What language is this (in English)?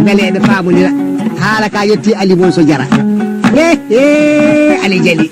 Fula